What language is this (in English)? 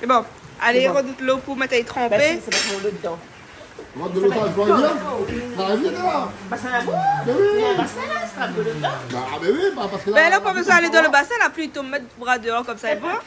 Réunion Creole French